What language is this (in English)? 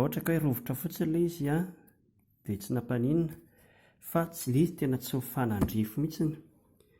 Malagasy